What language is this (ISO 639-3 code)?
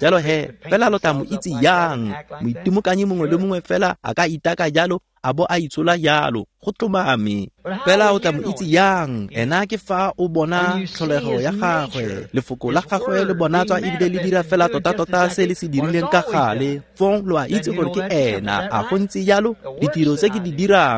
tsn